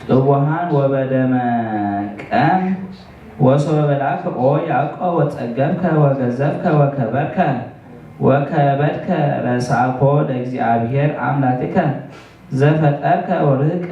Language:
Geez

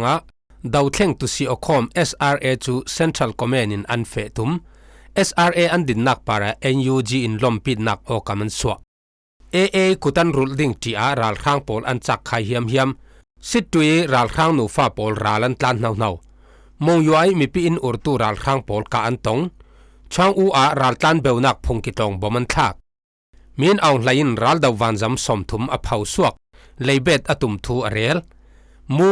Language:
Falam Chin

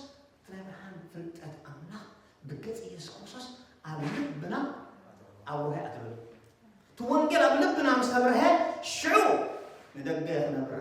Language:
Tigrinya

